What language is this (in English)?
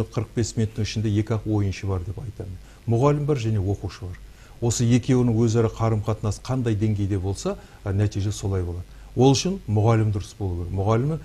Kazakh